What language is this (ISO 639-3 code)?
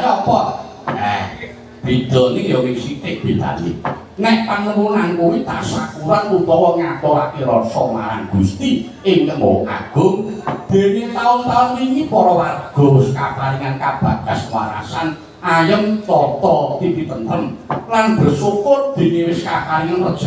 jav